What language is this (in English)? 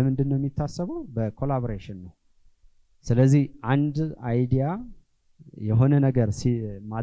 Amharic